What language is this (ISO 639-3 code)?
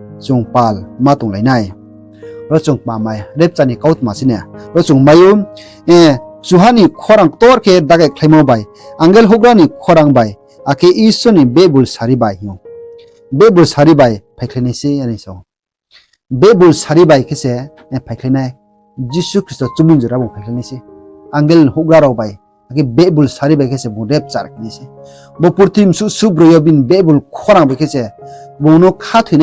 ria